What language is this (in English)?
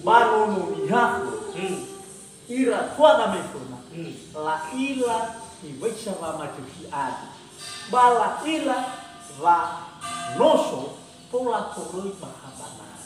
Nias